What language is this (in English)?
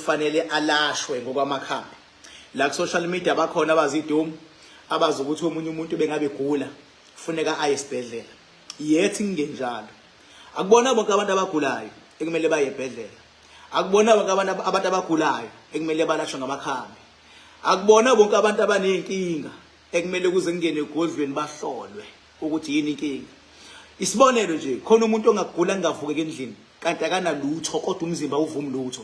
Zulu